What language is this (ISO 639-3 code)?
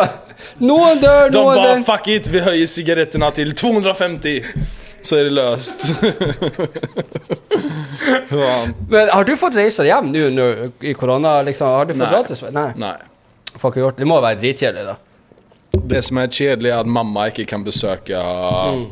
nor